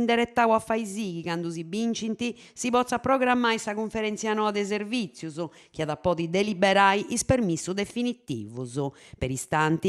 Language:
Sardinian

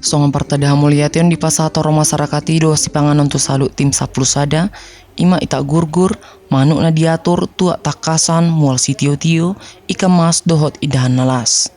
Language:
Batak Toba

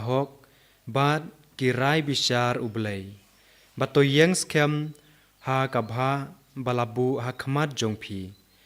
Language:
Khasi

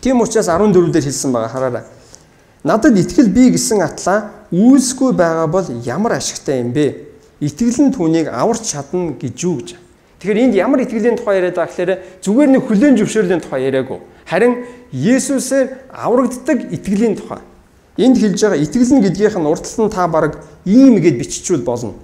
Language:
Mongolian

